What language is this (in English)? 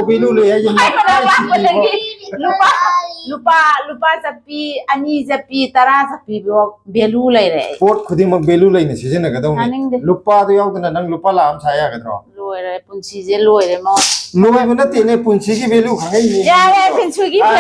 Manipuri